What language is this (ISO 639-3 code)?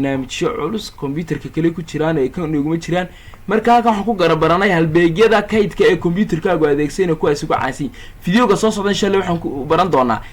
som